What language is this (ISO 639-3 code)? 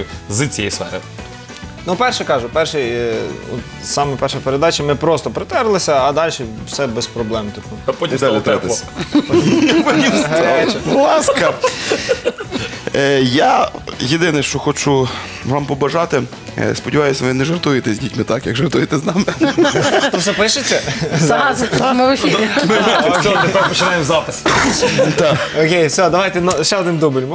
ukr